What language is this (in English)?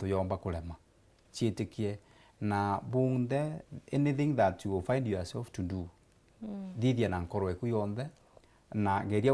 Meru